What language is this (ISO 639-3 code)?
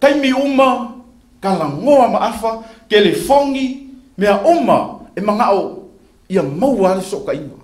smo